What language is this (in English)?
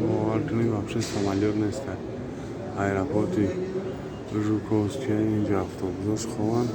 Tajik